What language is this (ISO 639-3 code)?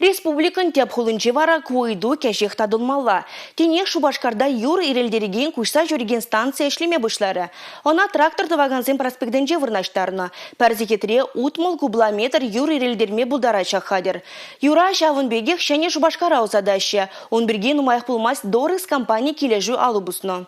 chv